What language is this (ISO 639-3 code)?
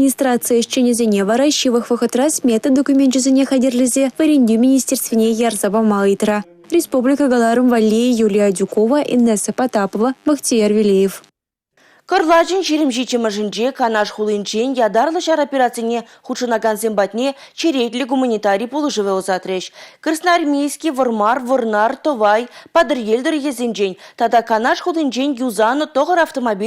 chv